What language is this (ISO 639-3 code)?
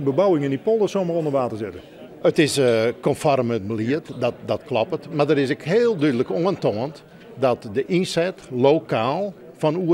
fry